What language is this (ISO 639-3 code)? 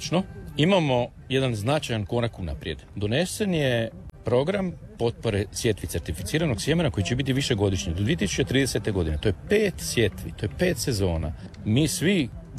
hrv